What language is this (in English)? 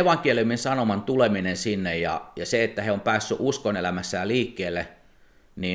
Finnish